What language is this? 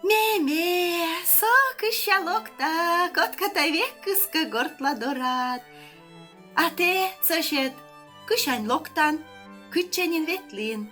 Komi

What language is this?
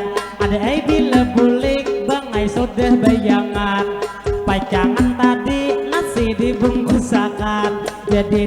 Banjar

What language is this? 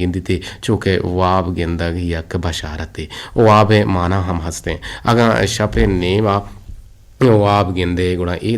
Eastern Balochi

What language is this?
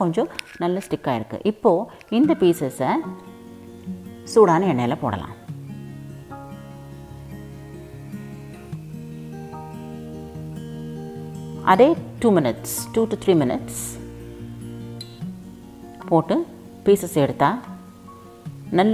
Tamil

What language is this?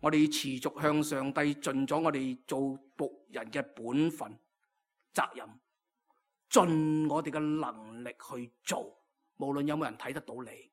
Cantonese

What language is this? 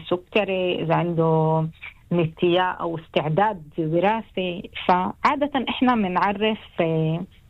North Levantine Arabic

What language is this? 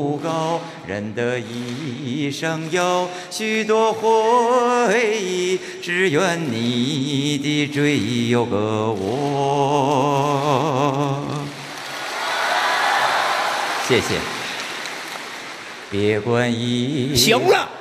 Chinese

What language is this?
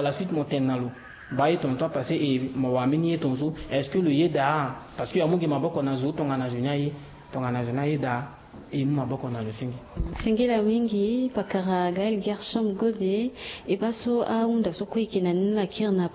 Sango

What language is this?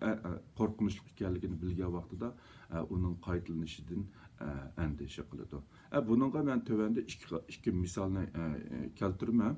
Uyghur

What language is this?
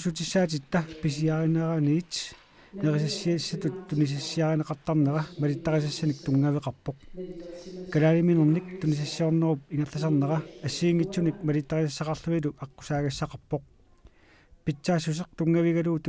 Kalaallisut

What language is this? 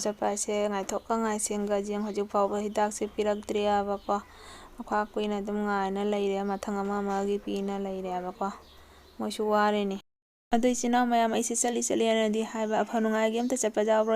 Manipuri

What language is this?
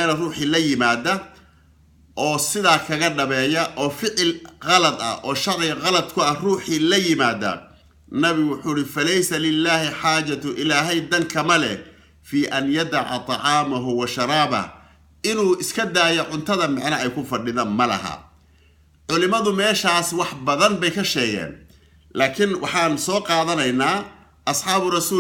Somali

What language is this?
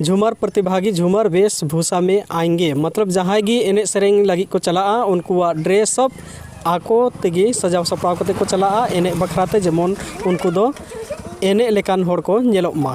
Santali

